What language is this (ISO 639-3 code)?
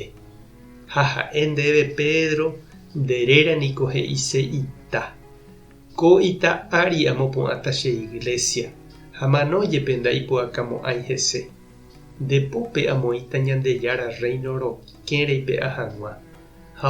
grn